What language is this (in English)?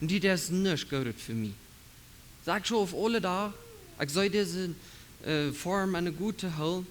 Plautdietsch